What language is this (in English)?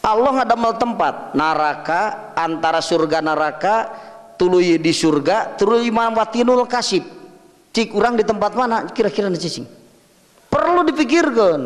Sundanese